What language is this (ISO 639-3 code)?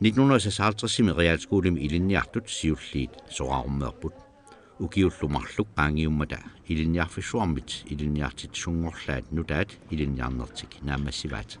kal